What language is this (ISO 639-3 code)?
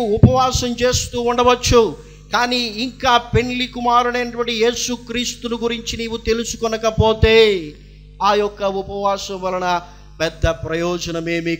tel